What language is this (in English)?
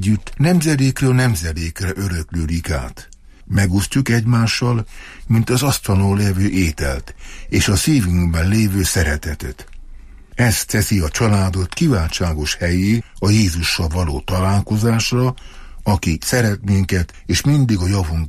Hungarian